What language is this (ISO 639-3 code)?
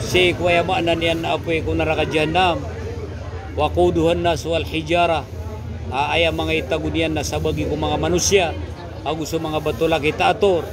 mrw